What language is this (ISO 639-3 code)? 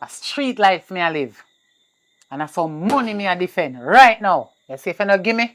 jam